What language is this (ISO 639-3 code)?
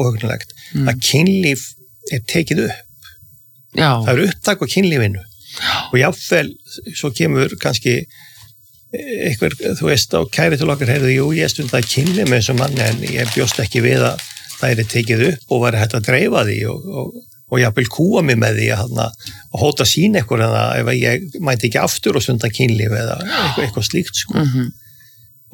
isl